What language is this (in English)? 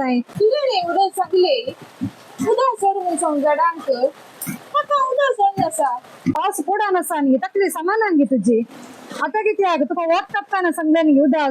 Konkani